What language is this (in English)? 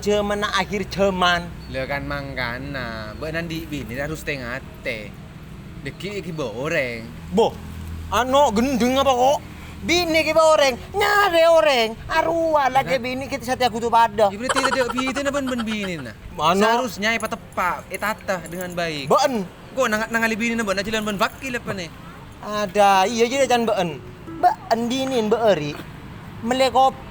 Madurese